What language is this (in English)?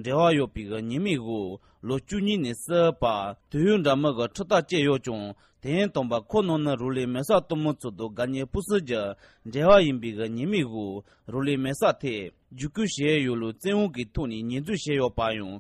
Tibetan